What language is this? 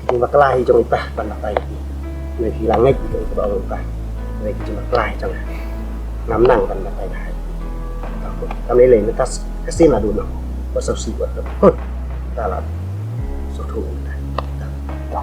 Khasi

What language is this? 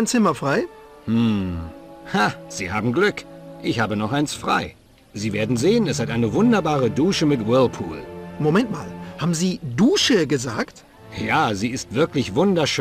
Bavarian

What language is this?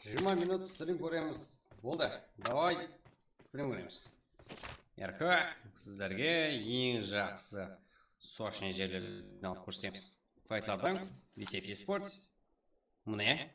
Kara-Kalpak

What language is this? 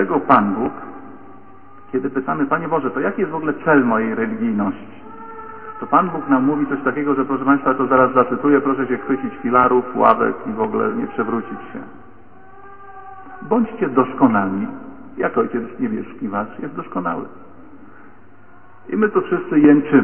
Polish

